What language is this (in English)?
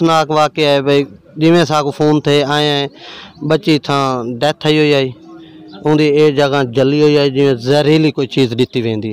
Saraiki